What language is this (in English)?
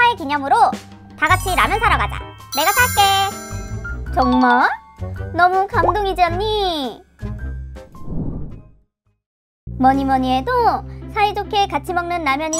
Korean